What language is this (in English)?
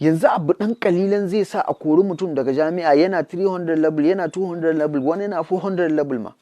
Hausa